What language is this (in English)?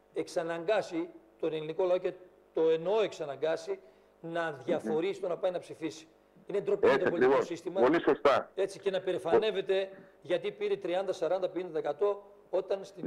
Greek